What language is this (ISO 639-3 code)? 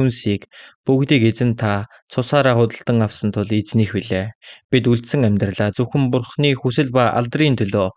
mon